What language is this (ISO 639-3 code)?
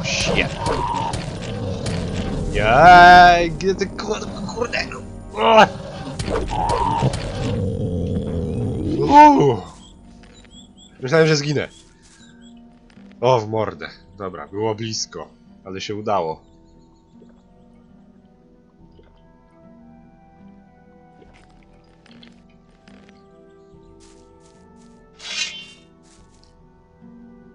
pol